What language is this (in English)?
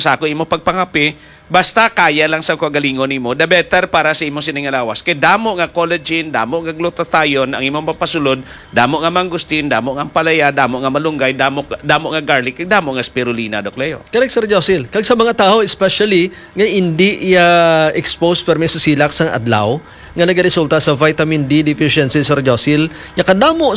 Hiligaynon